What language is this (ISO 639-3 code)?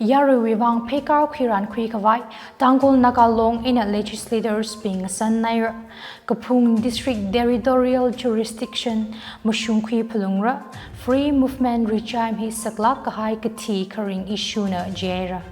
nmf